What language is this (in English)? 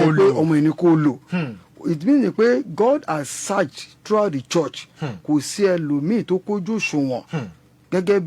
Yoruba